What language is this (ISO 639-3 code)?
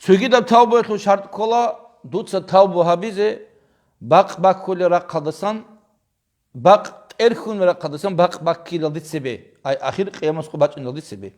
ava